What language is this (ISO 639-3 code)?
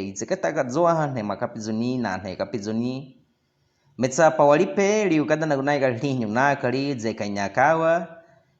bwi